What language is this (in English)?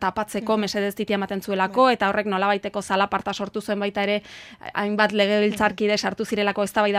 Basque